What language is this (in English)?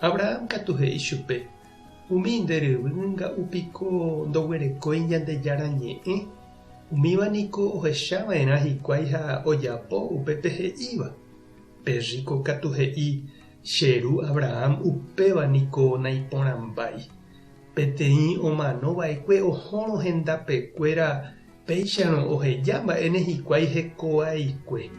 Guarani